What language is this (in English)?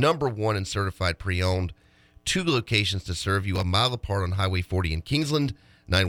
English